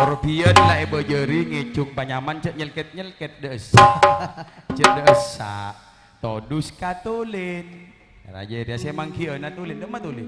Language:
Madurese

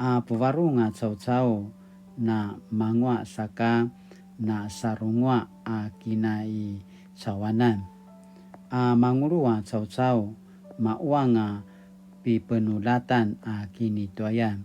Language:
Paiwan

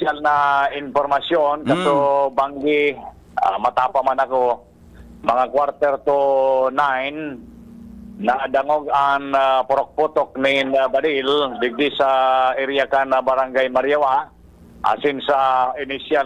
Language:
Bikol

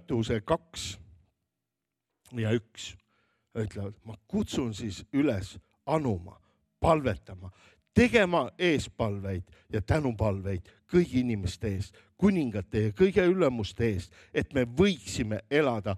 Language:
Estonian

